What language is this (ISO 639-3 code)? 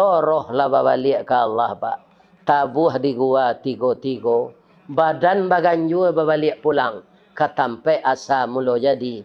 min